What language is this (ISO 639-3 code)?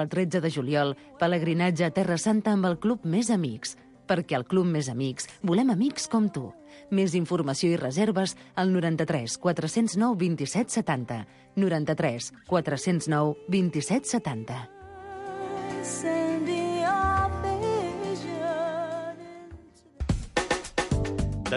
cat